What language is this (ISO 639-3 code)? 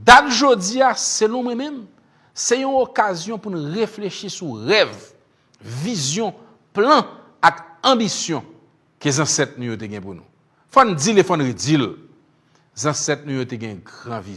hat